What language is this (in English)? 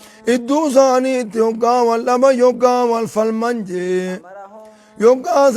Oromo